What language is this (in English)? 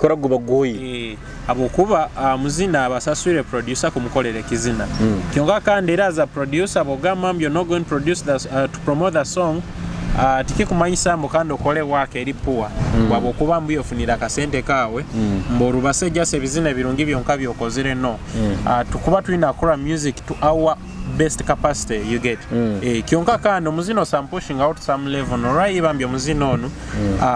Nyoro